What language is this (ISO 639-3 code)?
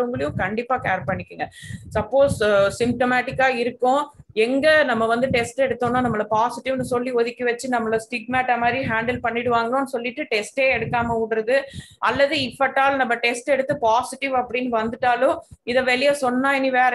tam